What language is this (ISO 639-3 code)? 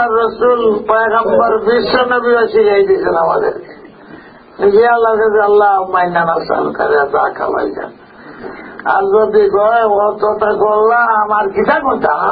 syl